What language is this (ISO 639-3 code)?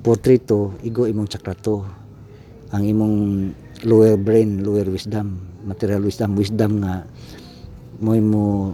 ceb